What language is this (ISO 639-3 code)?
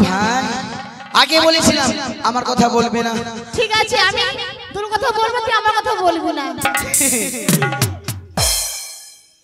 ben